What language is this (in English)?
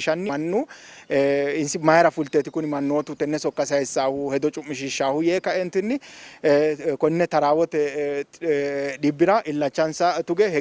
Sidamo